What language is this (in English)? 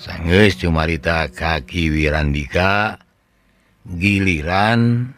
Sundanese